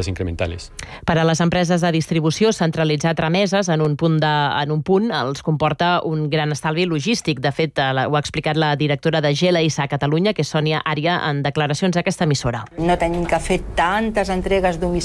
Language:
Catalan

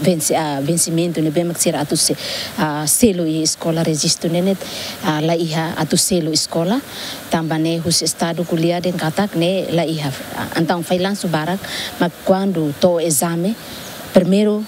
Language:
Tetum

